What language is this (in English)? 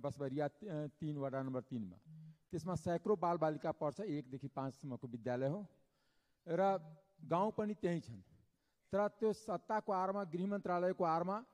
Nepali